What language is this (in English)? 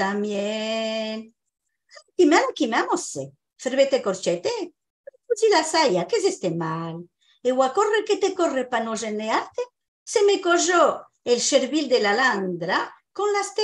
Ladino